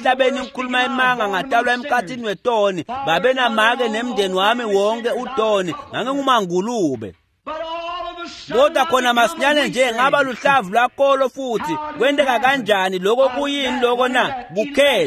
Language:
Swati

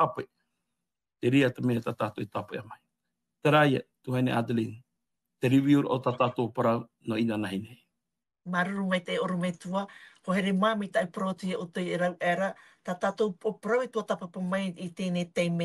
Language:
Tahitian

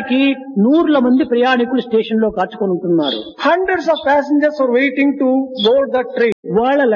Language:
Telugu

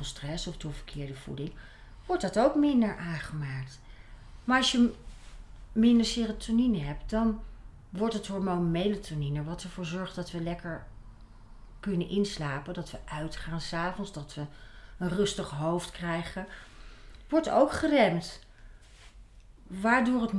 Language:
Dutch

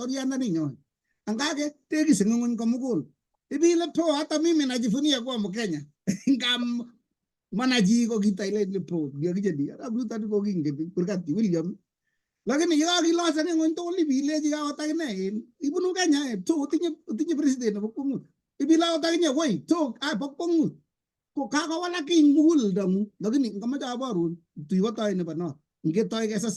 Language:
Kalenjin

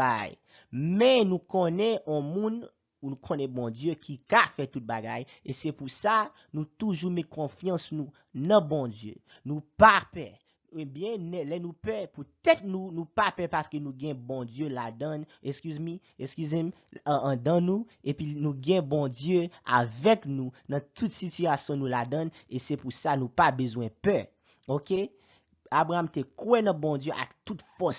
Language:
Haitian Creole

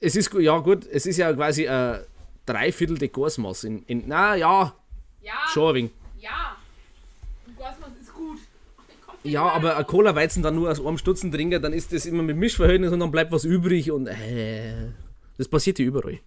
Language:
Bavarian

